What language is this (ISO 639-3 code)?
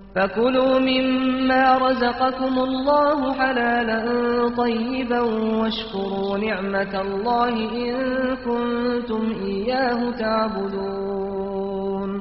kur